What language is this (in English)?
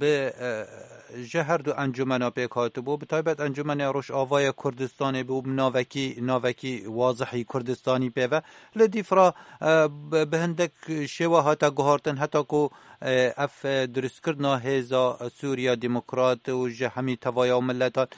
Kurdish